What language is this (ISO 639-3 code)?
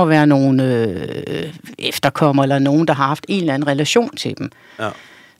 dan